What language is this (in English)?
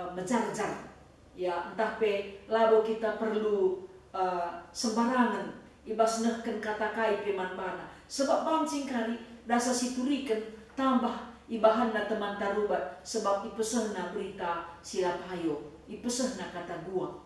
Batak Karo